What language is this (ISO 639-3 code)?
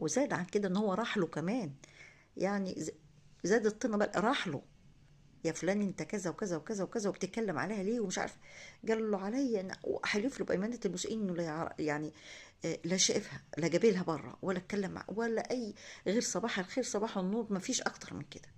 arz